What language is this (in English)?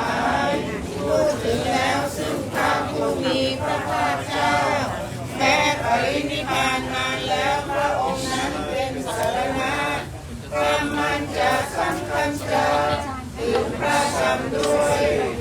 Pali